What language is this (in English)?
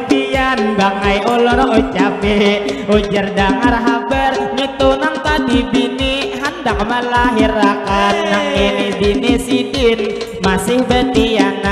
Banjar